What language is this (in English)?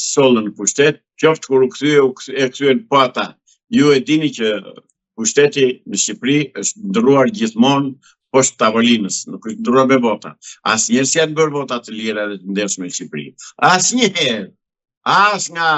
Albanian